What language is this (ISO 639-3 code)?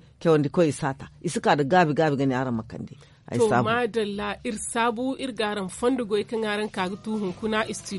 dje